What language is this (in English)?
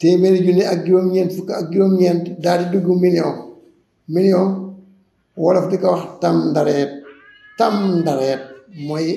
Wolof